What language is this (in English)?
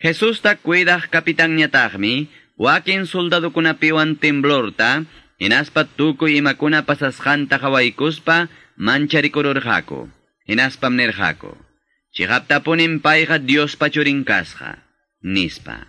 Quechua